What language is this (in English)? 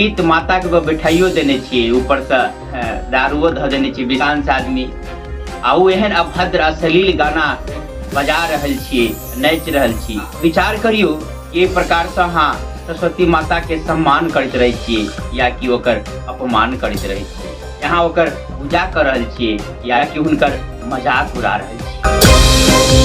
Maithili